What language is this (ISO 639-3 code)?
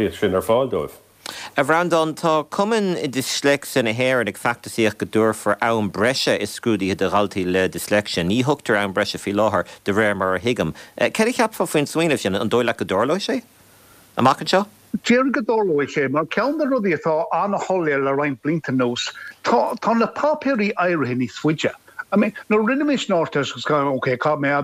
gle